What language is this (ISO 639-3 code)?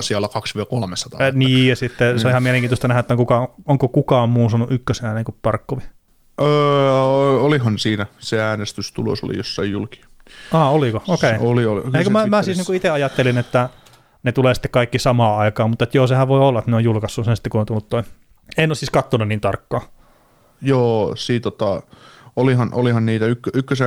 fin